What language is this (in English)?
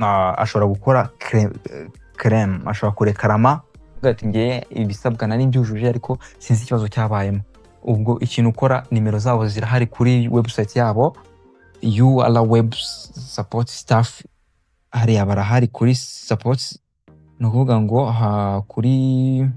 Kinyarwanda